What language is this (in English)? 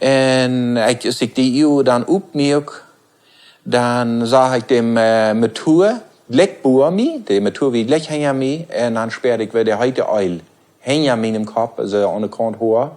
Plautdietsch